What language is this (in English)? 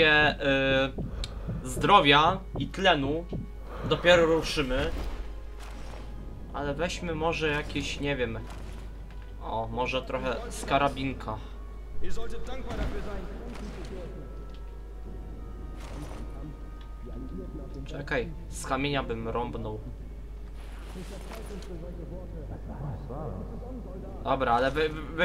Polish